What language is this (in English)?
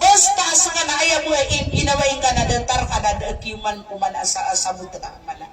Maranao